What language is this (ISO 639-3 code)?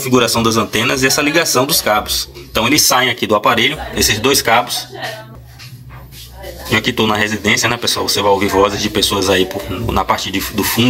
por